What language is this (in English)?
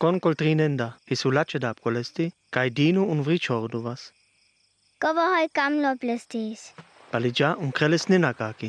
Sinte Romani